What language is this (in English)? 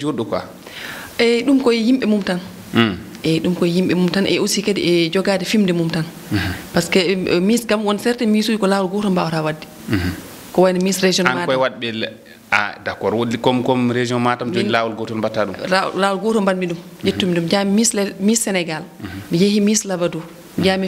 Fula